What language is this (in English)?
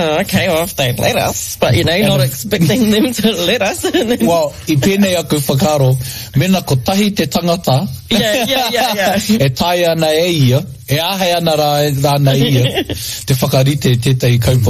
Māori